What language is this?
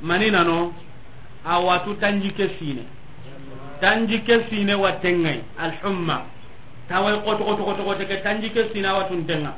Soninke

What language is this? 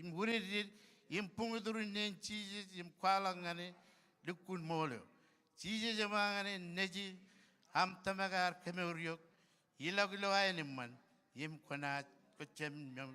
Marshallese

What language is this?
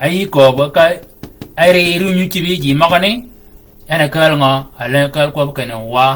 Shilluk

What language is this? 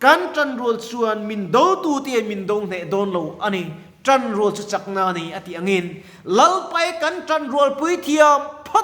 Mizo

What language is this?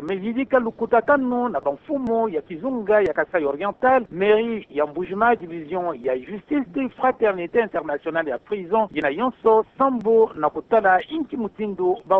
Kituba (Democratic Republic of Congo)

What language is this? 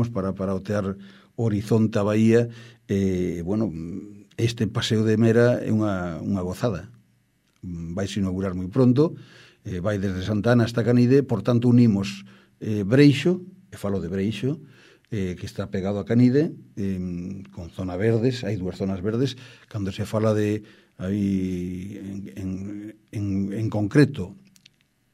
Galician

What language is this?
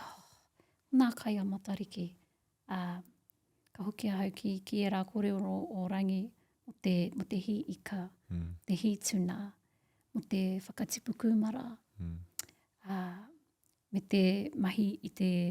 Māori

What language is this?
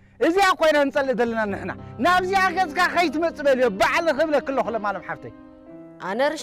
Tigrinya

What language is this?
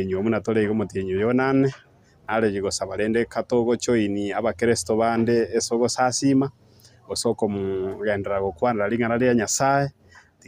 Gusii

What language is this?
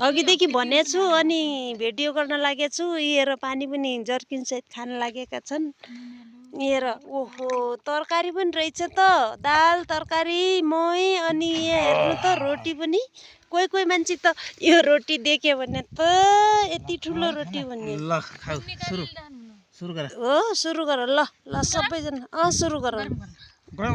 Nepali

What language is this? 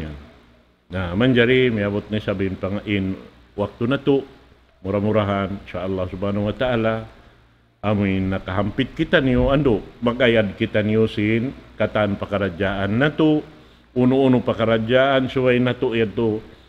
Tausug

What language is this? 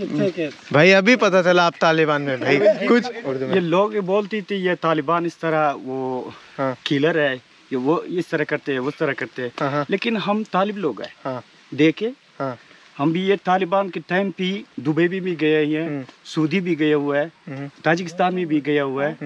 Hindi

